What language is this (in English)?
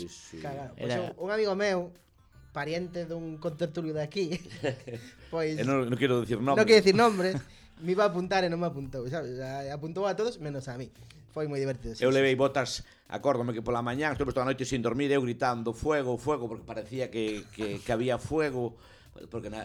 Galician